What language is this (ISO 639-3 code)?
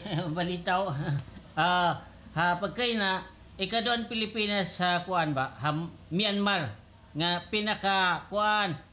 war